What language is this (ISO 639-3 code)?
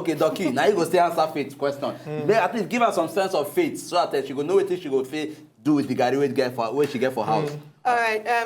pcm